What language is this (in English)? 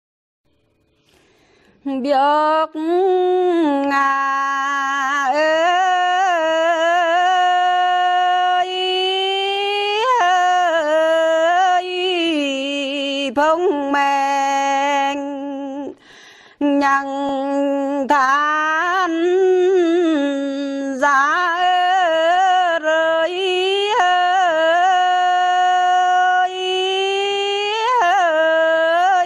Vietnamese